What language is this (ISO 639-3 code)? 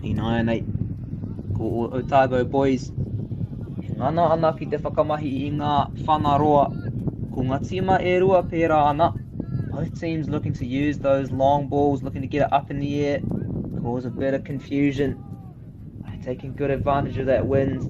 mri